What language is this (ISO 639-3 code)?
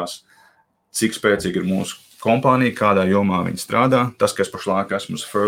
lav